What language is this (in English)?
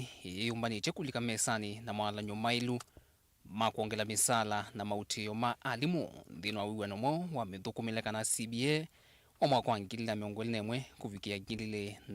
Kamba